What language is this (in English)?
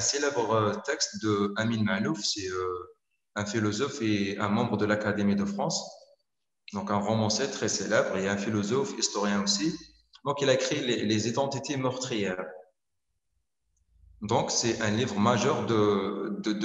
French